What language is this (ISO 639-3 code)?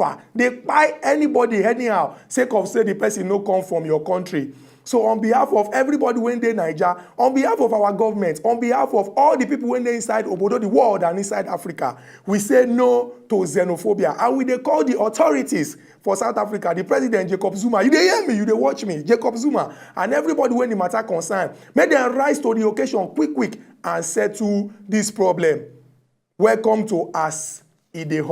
pcm